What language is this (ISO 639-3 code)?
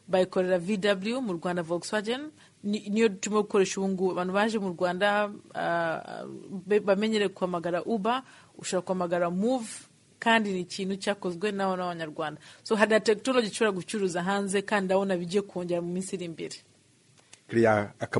kin